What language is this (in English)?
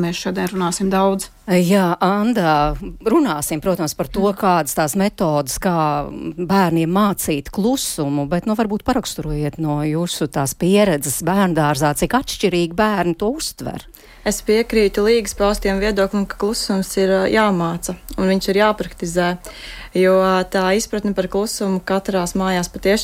Latvian